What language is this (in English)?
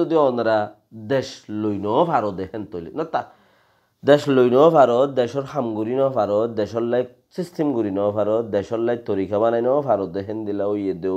Rohingya